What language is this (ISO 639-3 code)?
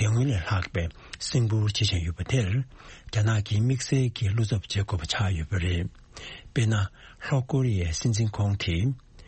bod